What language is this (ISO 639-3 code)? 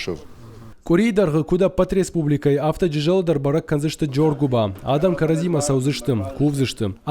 oss